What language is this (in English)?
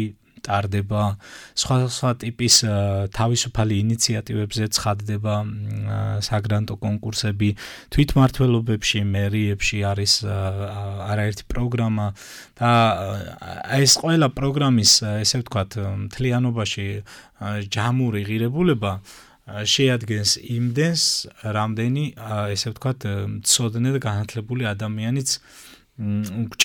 Georgian